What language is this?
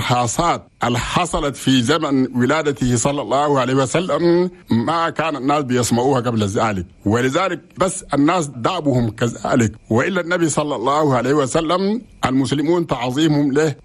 Chadian Arabic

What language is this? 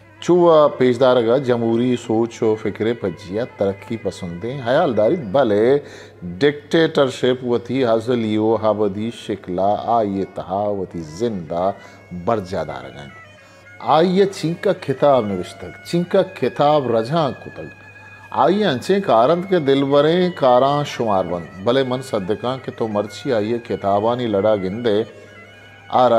Baluchi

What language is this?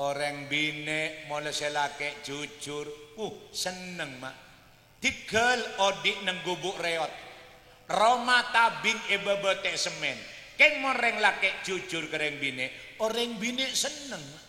Madurese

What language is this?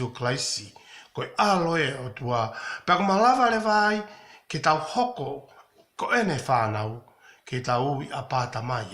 Tongan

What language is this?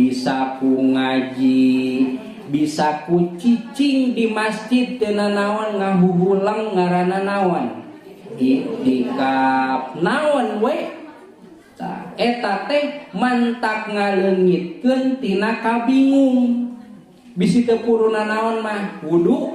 Sundanese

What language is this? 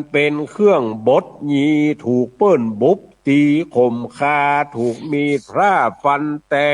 Northern Thai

